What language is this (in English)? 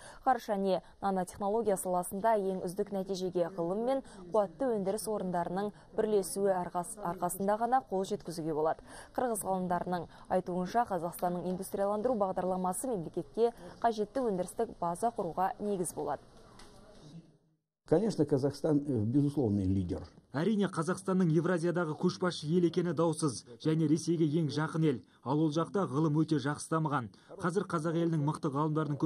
Kazakh